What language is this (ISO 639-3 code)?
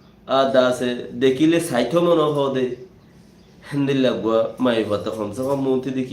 rhg